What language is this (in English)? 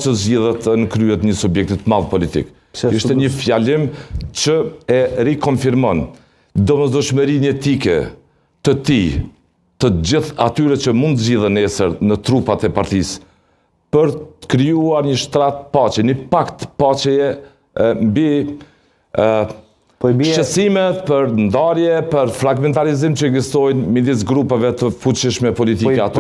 Albanian